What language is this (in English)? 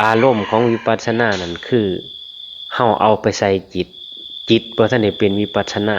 Lao